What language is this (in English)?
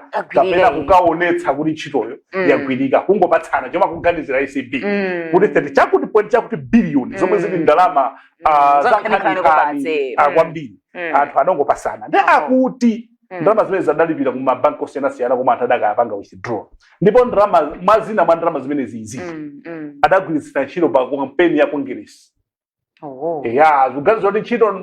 Nyanja